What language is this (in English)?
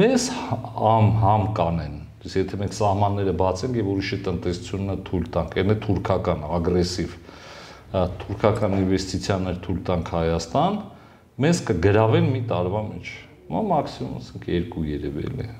Armenian